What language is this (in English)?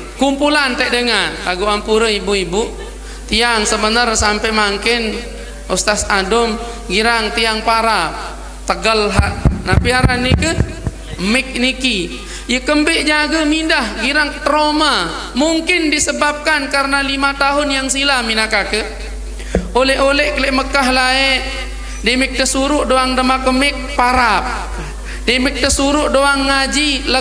Sasak